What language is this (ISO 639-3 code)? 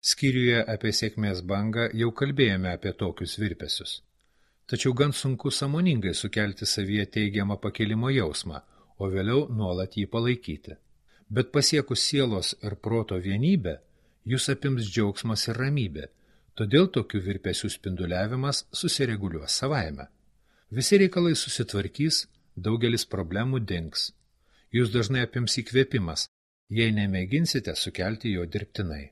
lit